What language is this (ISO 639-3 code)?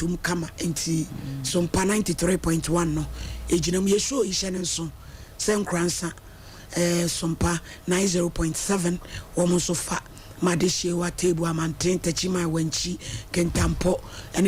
aka